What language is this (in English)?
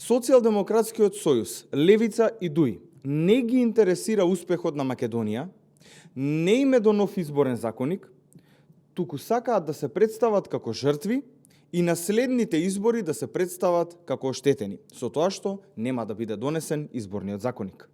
Macedonian